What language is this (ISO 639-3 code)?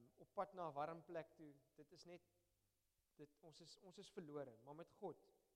afr